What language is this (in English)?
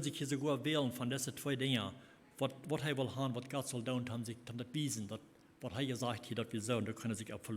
Plautdietsch